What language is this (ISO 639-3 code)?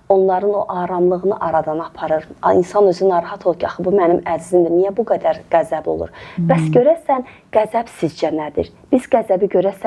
aze